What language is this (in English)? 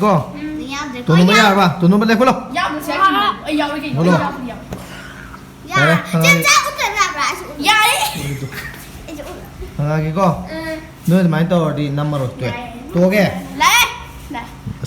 Manipuri